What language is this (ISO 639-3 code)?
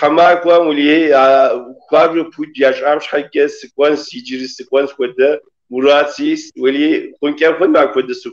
kbd